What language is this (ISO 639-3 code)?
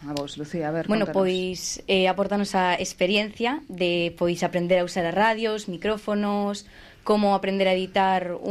glg